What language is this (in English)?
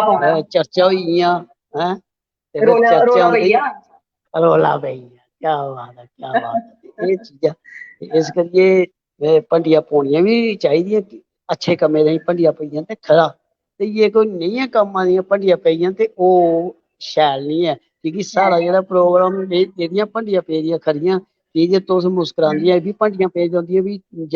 Dogri